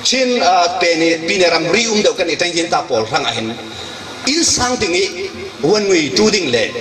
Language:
Falam Chin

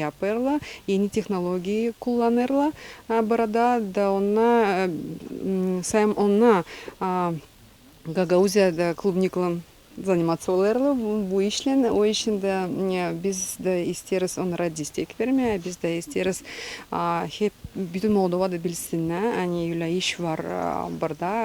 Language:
Gagauz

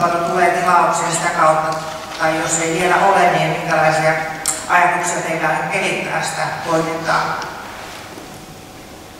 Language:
Finnish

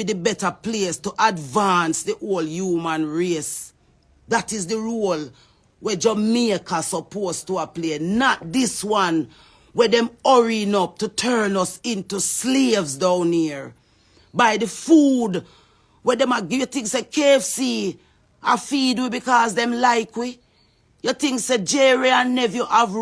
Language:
Jamaican Creole English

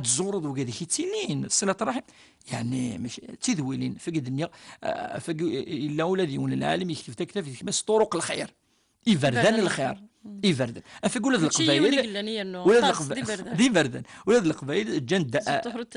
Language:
Kabyle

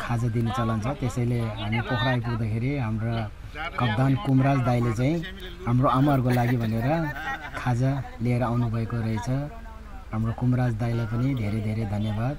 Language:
Nepali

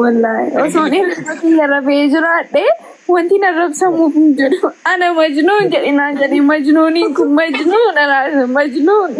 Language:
Oromo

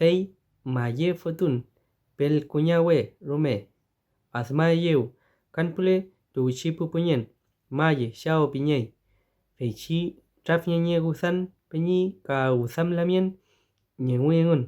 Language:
Mapuche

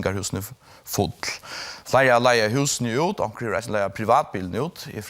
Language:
Faroese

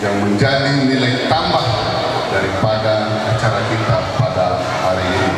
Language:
Nias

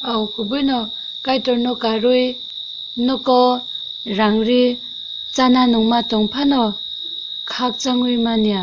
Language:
Kok Borok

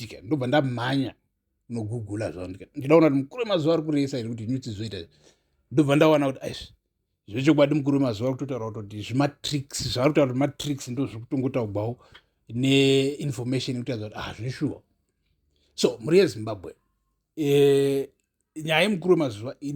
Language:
Shona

